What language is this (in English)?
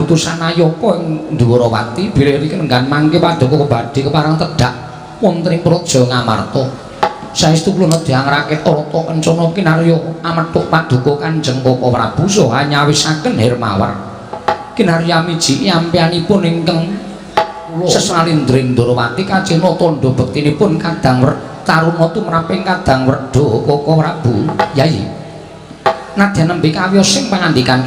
Javanese